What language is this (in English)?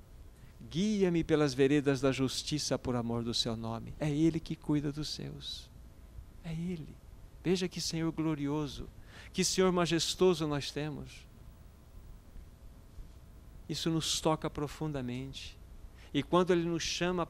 Portuguese